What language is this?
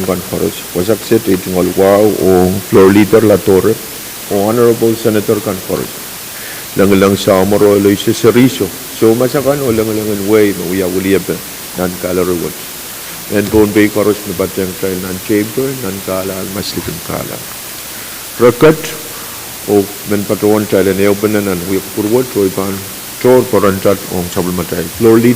Pohnpeian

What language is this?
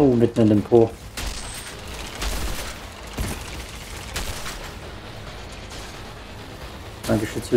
German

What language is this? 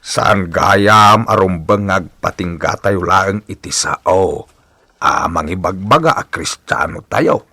Iloko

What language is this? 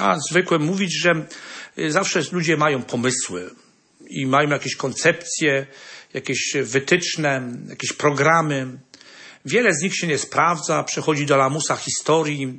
Polish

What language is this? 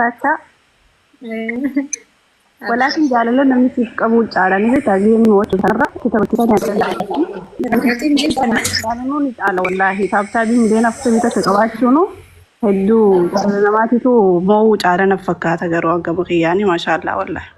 Oromo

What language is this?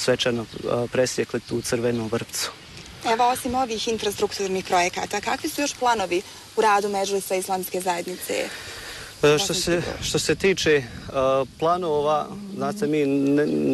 Bosnian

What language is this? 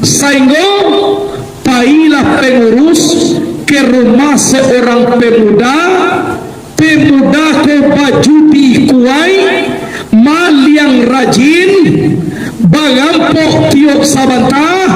Minangkabau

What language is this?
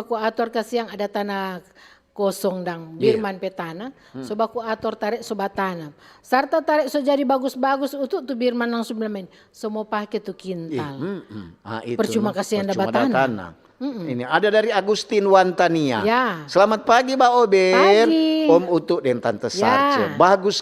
Manado Malay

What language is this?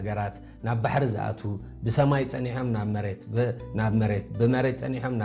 Tigrinya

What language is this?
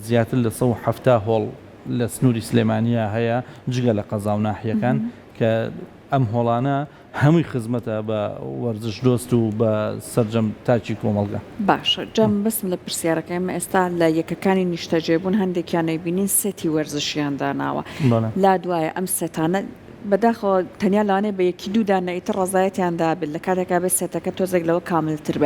Central Kurdish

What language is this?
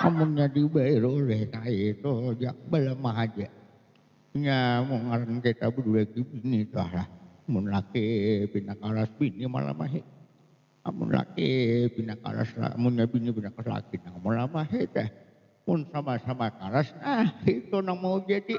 Banjar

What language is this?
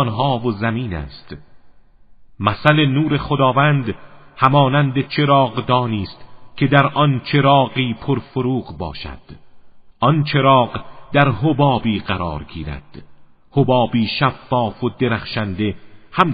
Persian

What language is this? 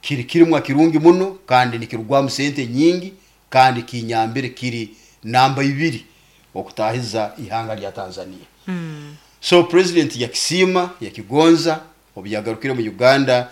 Nyoro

